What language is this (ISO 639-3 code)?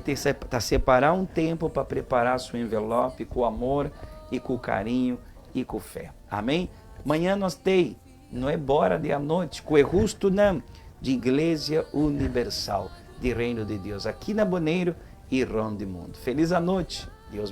pap